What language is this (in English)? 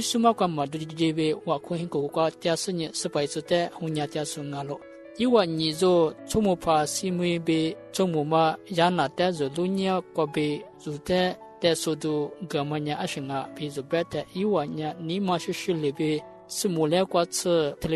Lisu